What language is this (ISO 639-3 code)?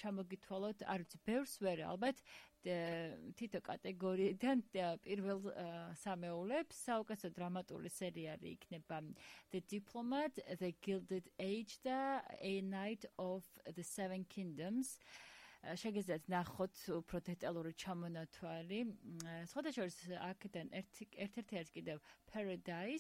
kat